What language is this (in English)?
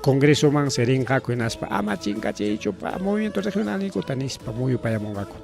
Ayacucho Quechua